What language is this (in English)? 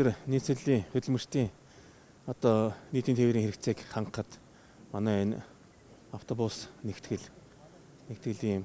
Mongolian